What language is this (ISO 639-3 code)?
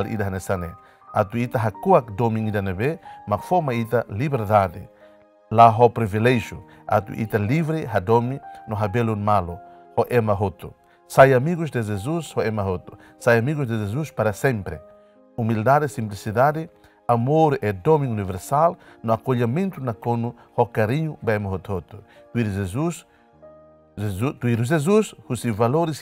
tet